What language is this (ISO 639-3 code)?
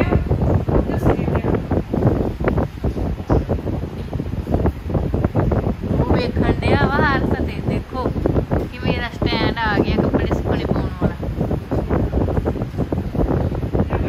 pan